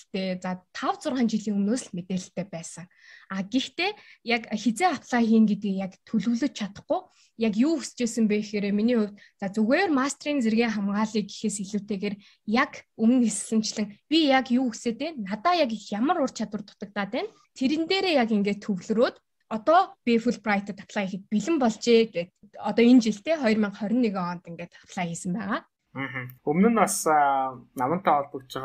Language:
Mongolian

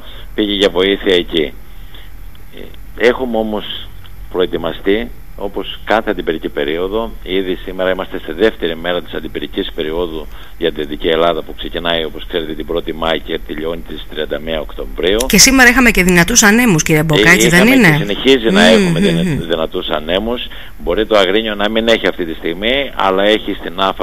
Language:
Greek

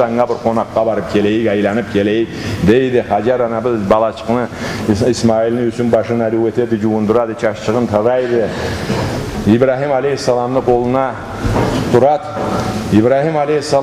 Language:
Karachay-Balkar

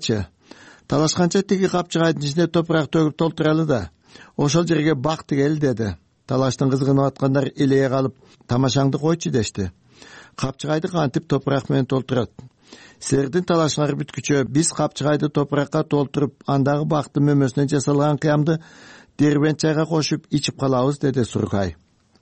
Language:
Kyrgyz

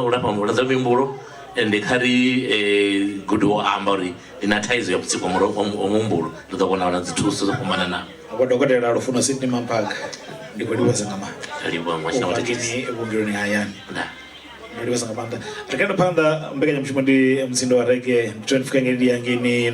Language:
Venda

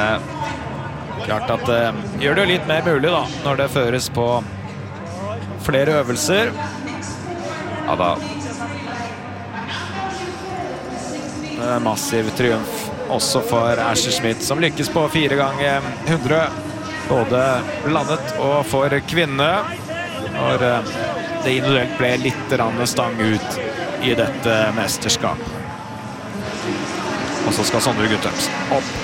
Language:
Norwegian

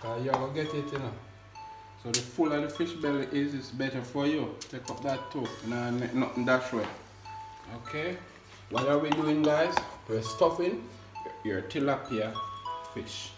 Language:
Jamaican Creole English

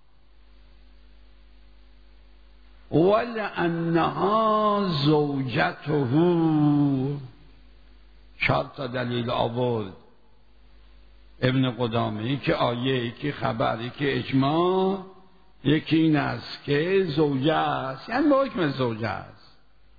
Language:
Persian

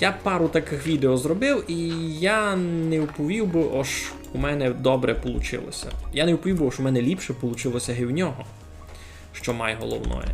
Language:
Rusyn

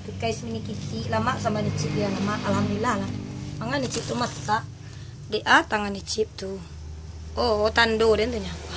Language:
Minangkabau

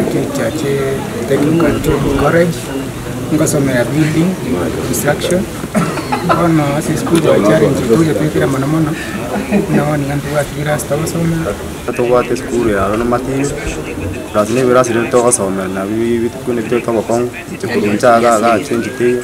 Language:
Gusii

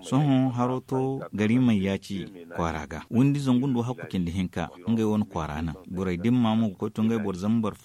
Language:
Zarma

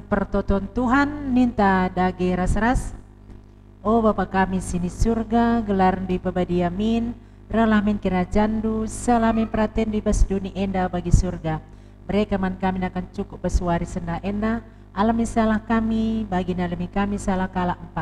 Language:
Batak Karo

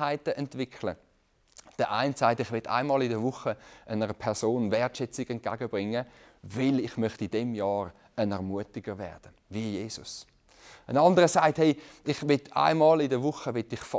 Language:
Swiss German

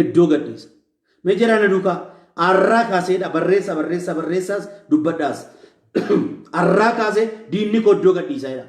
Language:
Oromo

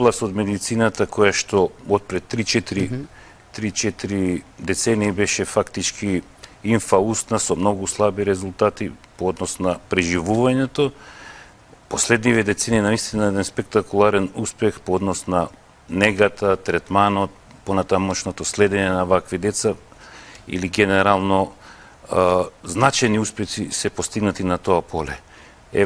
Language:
Macedonian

